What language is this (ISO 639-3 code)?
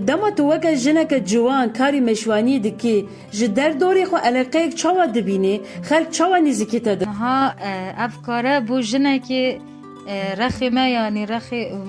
kur